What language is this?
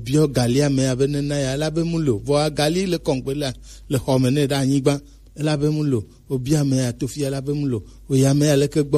Gen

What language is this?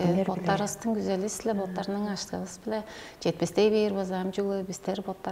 Tuvinian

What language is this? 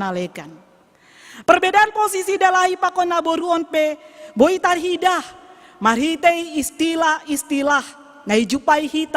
Batak Simalungun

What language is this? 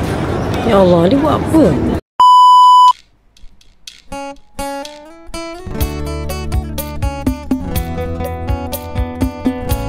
Malay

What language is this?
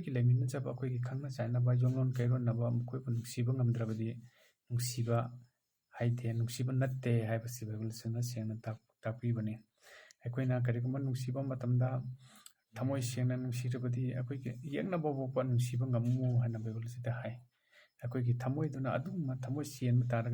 Manipuri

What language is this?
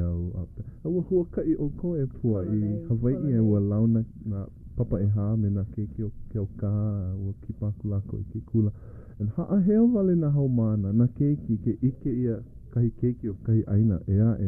Hawaiian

